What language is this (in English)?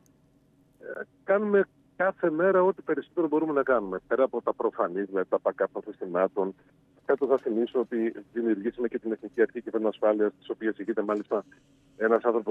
Greek